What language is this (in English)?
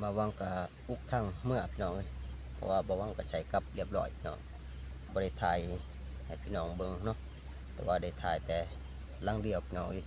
Lao